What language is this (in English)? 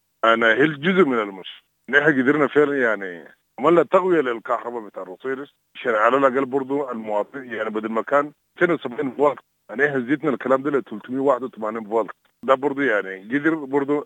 Sudanese Arabic